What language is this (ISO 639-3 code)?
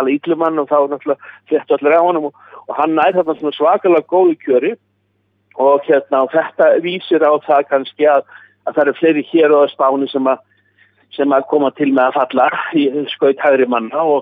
isl